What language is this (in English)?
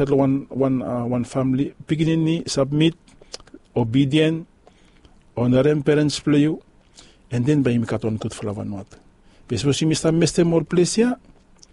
Bislama